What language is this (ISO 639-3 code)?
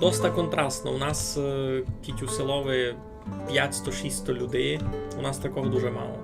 rue